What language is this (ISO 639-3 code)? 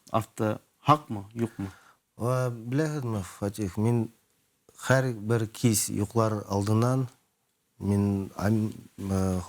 bak